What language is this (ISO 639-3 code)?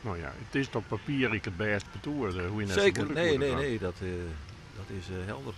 fry